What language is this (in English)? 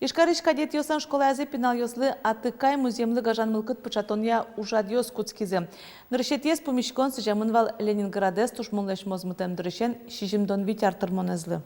Udmurt